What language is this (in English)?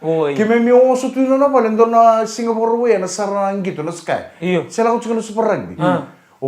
Fijian